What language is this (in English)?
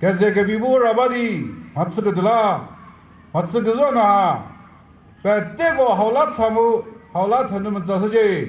Chokri Naga